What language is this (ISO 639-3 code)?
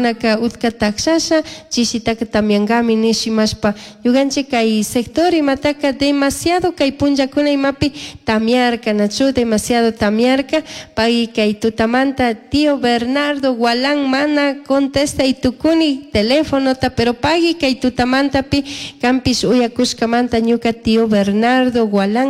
qug